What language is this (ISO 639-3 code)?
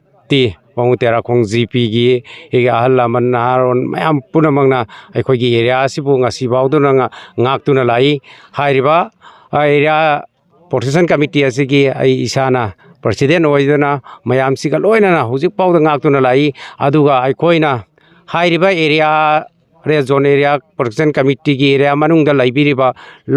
mni